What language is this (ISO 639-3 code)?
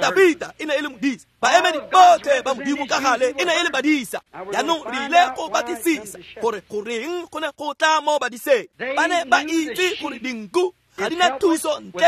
tsn